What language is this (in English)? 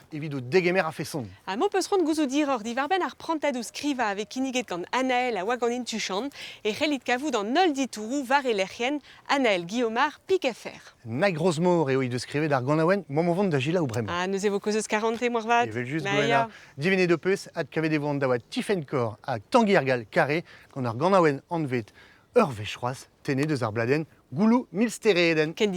Breton